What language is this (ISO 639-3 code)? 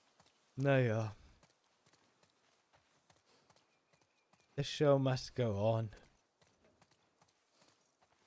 deu